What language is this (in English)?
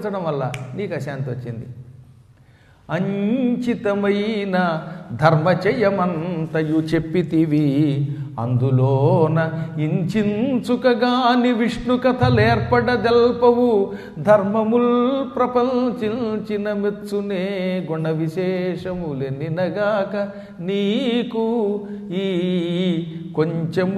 Telugu